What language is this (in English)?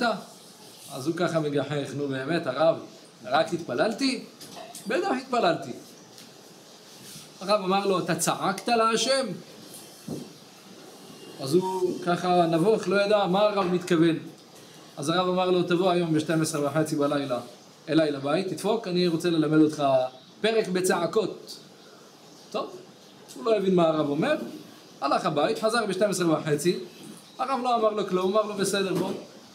Hebrew